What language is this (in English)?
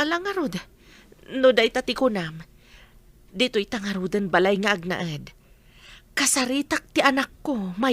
Iloko